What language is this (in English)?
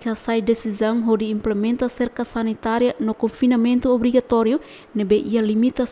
Tetum